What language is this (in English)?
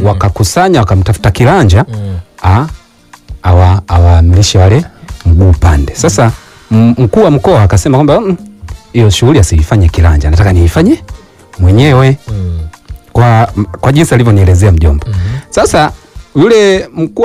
Swahili